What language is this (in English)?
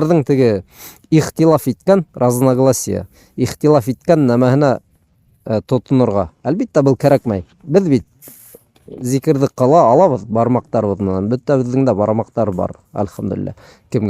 Bashkir